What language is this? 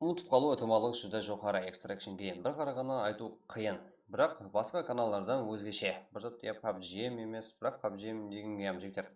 Kara-Kalpak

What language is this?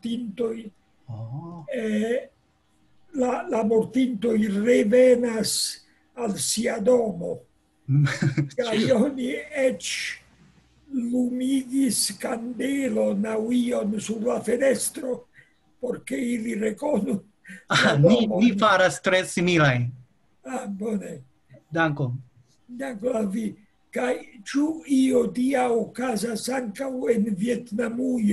Esperanto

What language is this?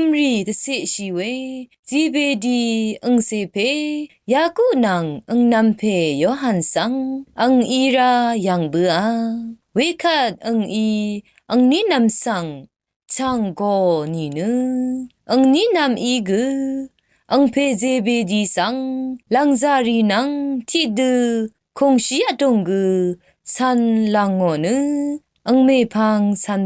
Rawang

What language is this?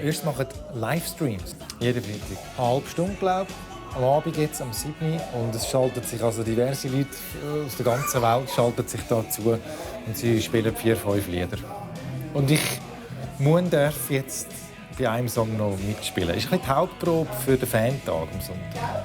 Swiss German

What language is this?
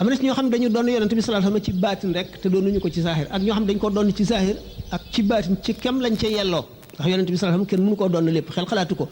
Wolof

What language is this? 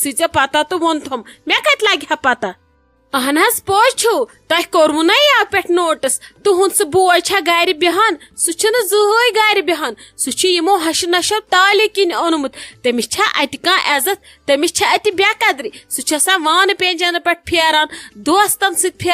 Kashmiri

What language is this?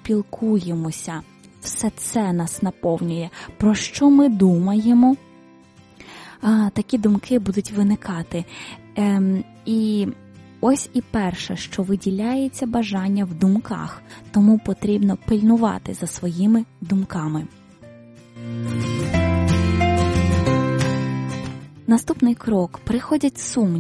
Ukrainian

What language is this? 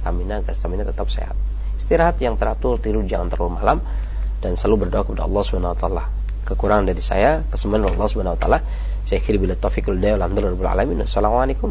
Indonesian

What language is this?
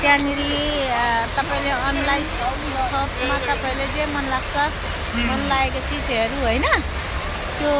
Nepali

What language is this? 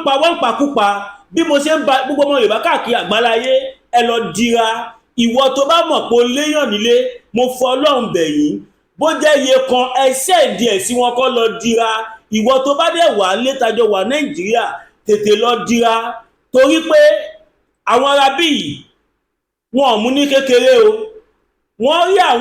Yoruba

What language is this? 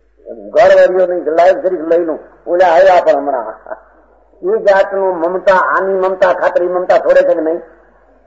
Gujarati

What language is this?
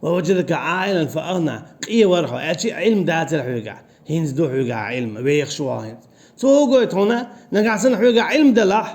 Chechen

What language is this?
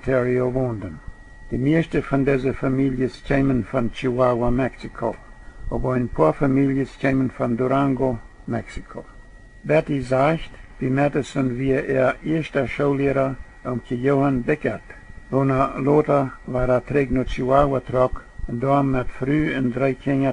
Plautdietsch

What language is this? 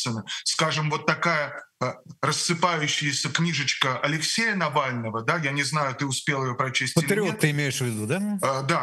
Russian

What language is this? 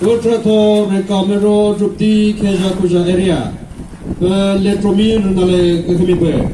Chokri Naga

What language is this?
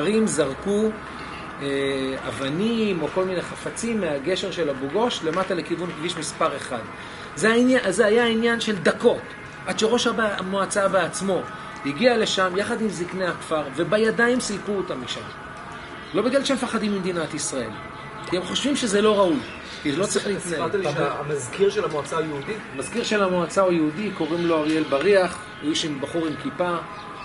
Hebrew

